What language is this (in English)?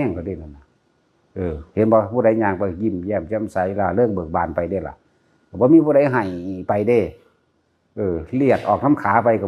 Northeastern Thai